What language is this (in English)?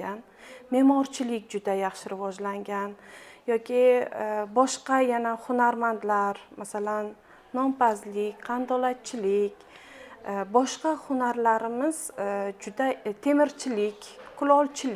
Uzbek